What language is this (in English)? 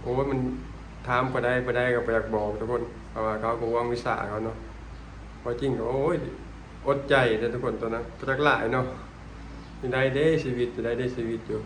Lao